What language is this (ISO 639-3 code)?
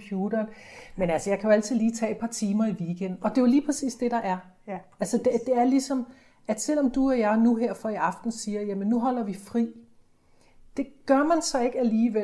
dan